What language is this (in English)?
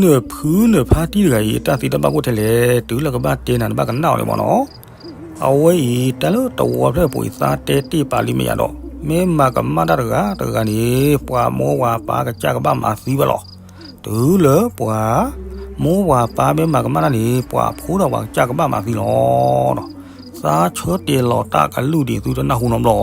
S'gaw Karen